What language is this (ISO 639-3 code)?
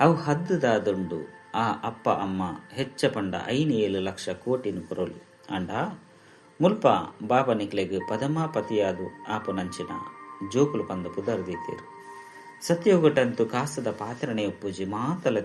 tcy